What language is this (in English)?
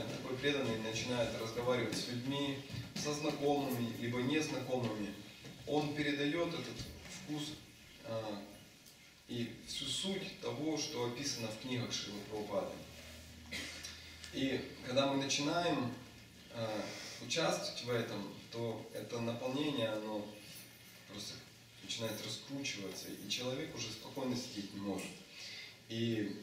Russian